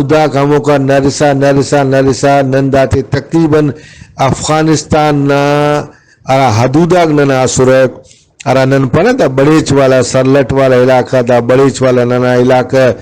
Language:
Brahui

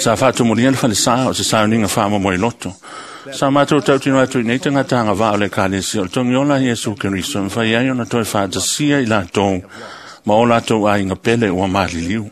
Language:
Samoan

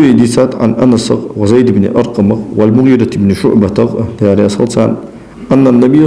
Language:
Ingush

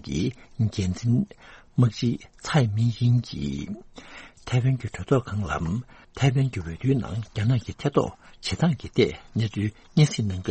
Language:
Tibetan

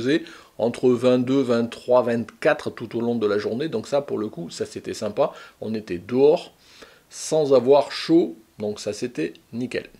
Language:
French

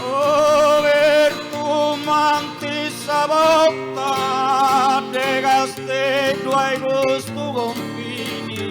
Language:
Sardinian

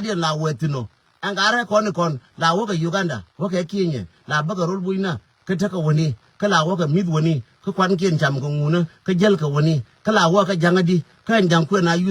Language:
Nuer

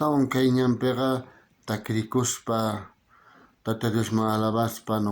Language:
South Bolivian Quechua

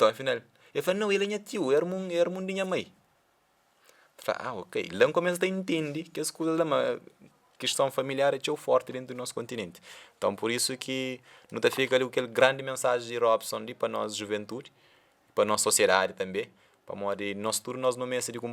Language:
Kabuverdianu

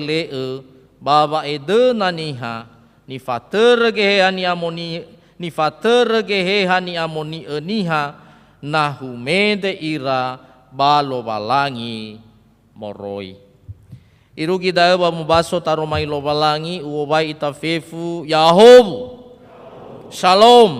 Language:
Nias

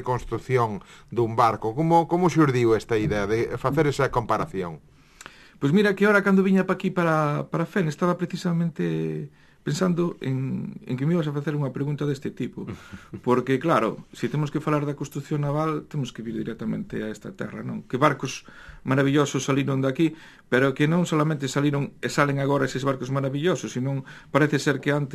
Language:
Galician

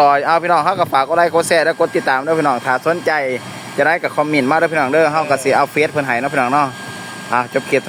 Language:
Lao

